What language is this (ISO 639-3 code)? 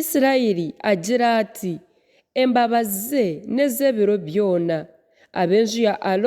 nyn